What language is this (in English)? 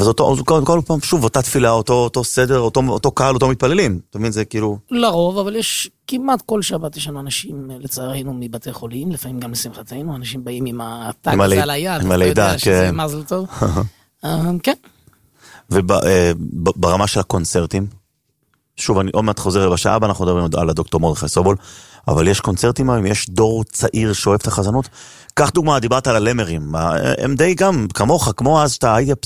Hebrew